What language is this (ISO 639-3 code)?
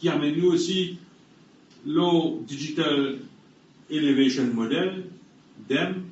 mfe